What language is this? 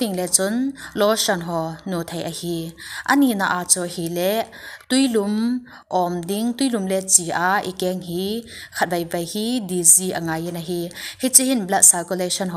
Thado Chin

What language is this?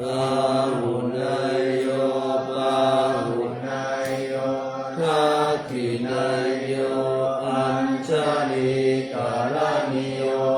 Pali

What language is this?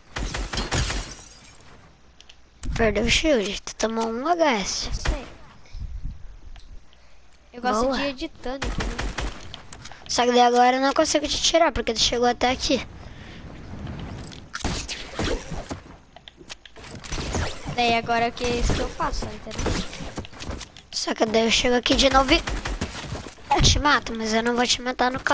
Portuguese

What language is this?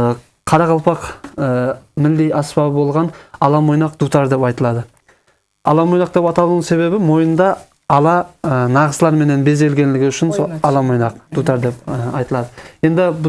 Kyrgyz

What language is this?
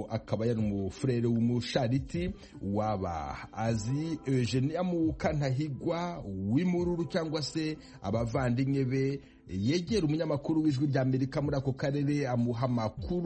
Kinyarwanda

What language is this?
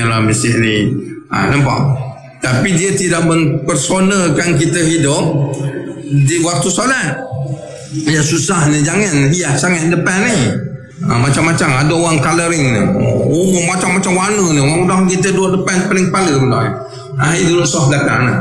Malay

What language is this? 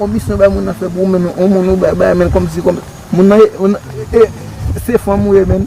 Haitian Creole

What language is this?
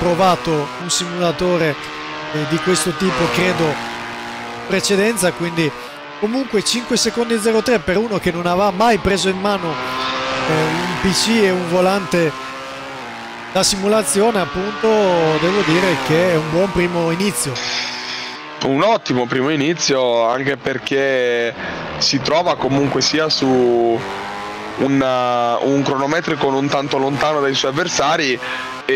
Italian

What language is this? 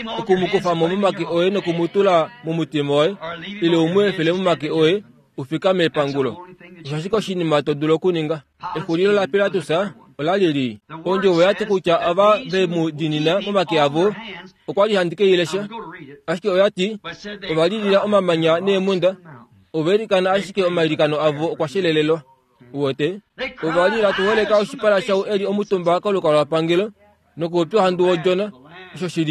Kuanyama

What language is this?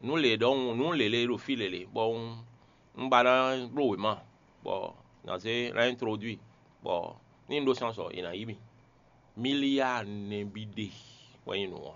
Fon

